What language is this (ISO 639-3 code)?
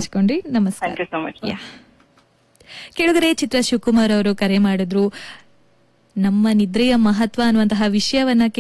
kan